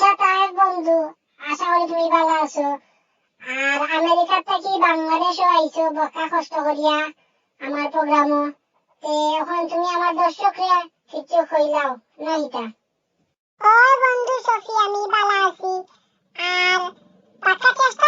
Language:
Sylheti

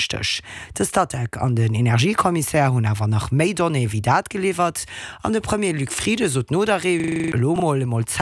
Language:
Luxembourgish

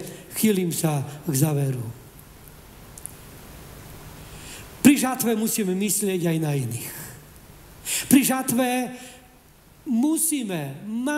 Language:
Slovak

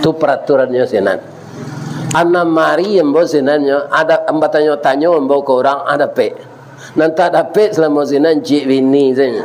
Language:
Minangkabau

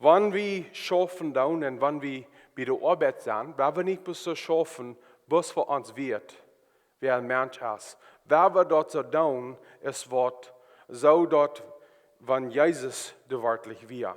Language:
Plautdietsch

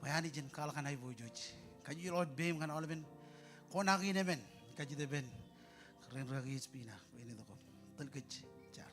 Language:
Marshallese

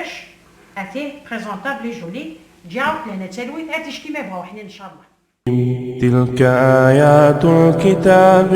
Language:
Kabyle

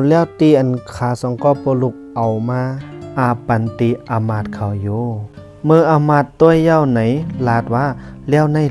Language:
Shan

